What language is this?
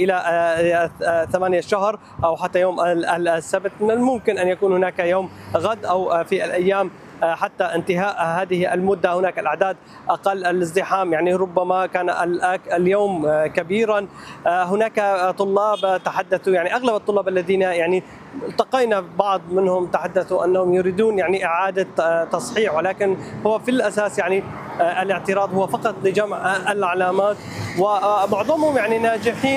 Arabic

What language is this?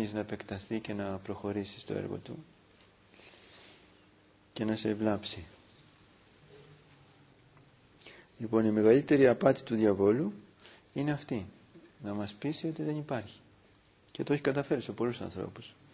Greek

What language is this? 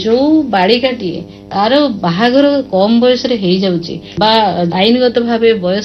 Odia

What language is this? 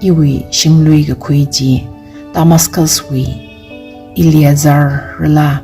Tangkhul Naga (India)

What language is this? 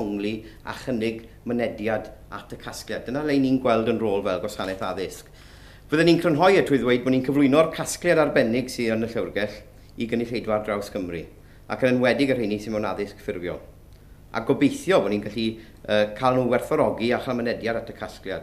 Welsh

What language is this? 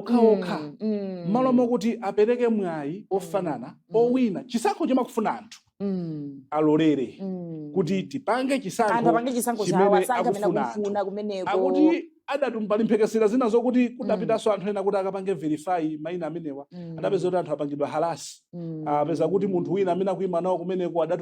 Nyanja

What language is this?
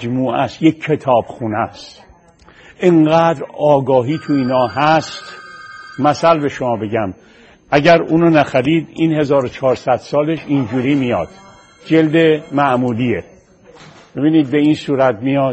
Persian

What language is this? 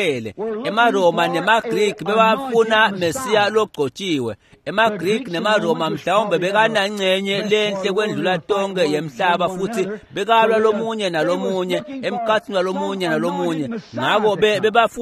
Swati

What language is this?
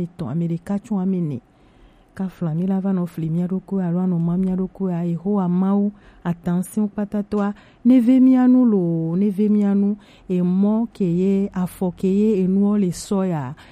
Gen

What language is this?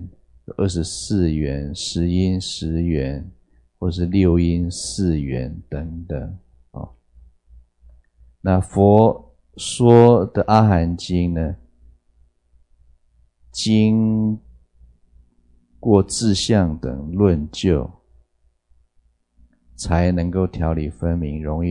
Chinese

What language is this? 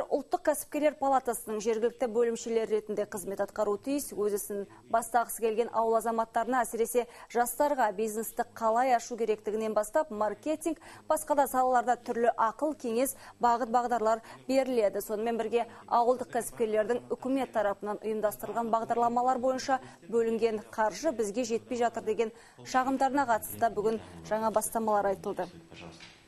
Kazakh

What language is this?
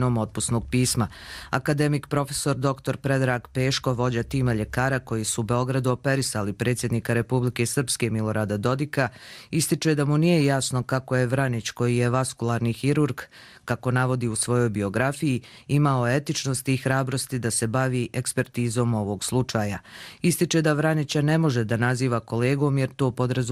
Croatian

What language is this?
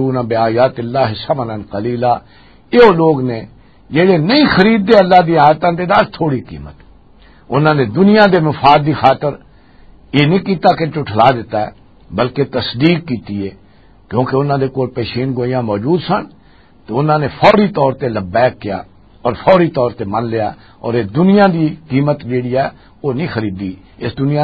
Western Panjabi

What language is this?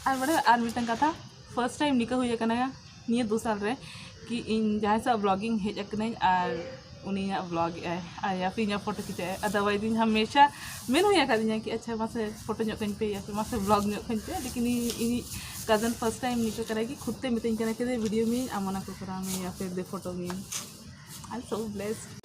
Santali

